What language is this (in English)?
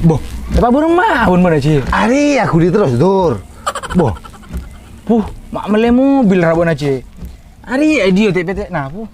Madurese